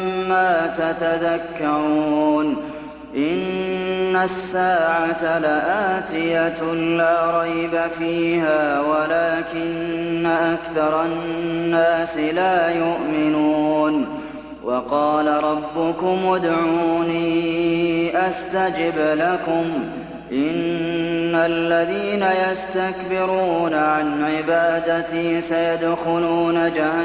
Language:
Arabic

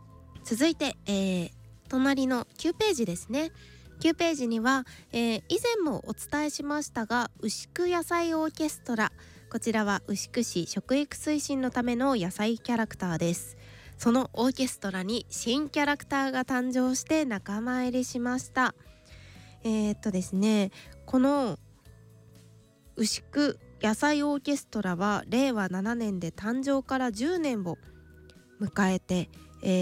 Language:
Japanese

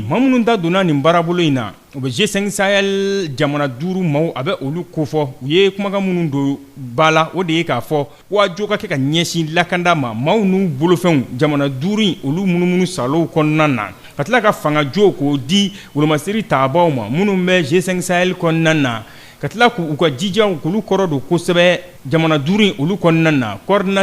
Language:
Bambara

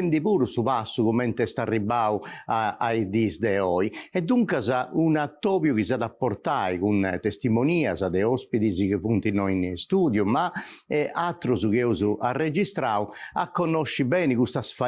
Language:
Sardinian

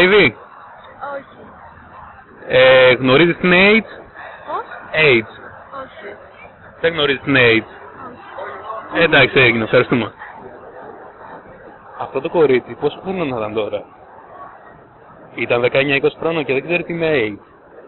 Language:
Greek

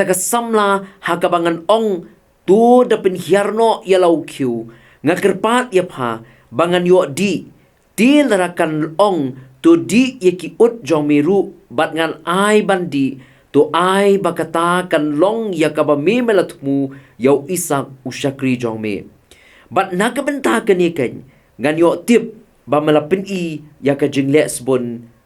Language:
Khasi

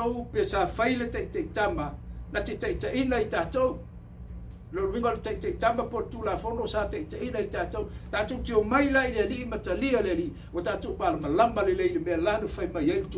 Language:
Samoan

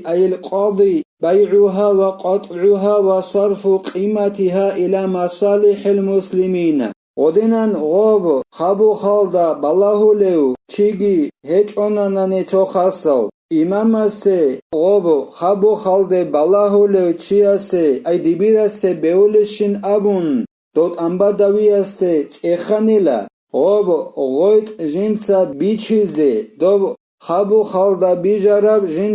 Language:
Avaric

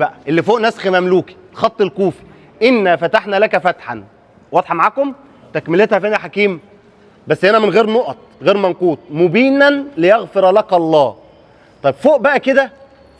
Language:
Egyptian Arabic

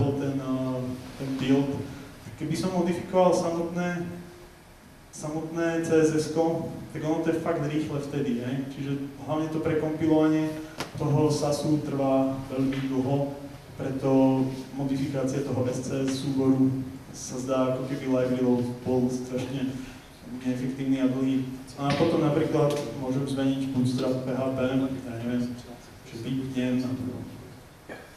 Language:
Slovak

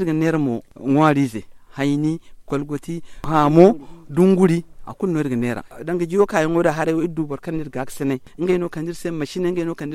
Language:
Zarma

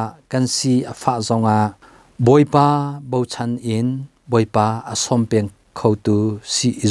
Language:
Hakha Chin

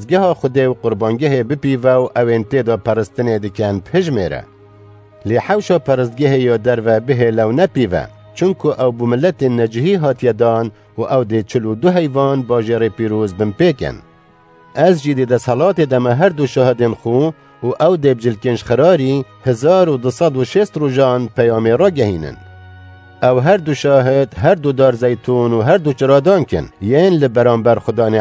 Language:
Kurdish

